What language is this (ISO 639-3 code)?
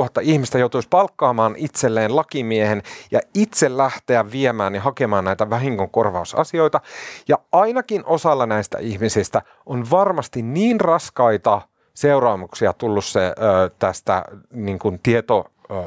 fin